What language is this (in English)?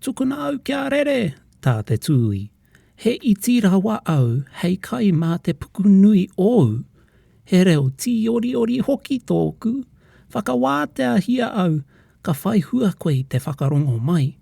Māori